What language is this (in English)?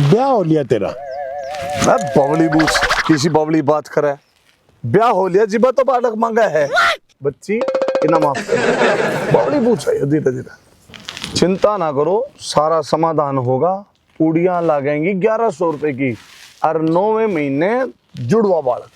Haryanvi